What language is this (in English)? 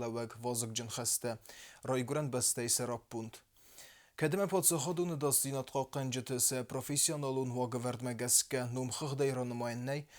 Ossetic